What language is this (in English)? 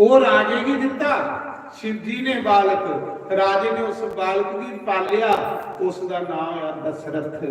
Dogri